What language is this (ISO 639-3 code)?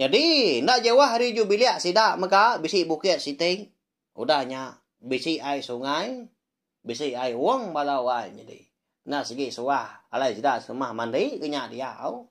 iba